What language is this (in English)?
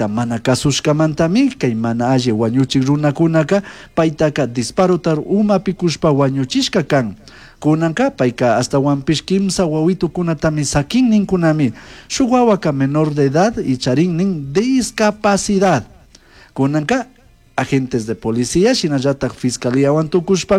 Chimborazo Highland Quichua